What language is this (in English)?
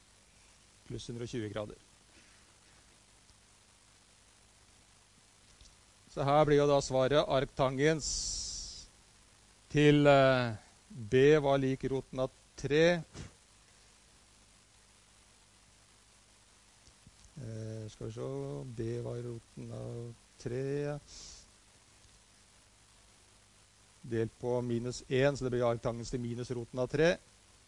Norwegian